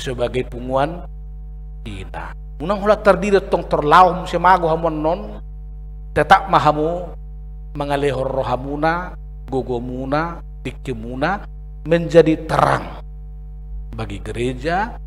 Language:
Batak Toba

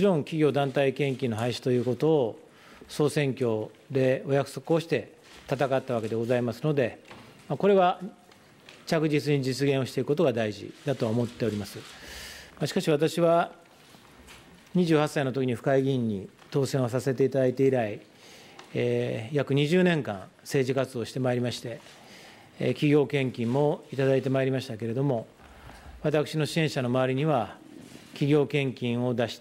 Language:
Japanese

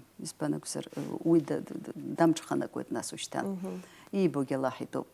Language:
Abkhazian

